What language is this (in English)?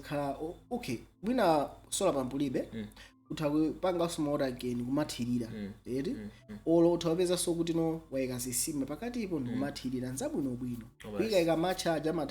Nyanja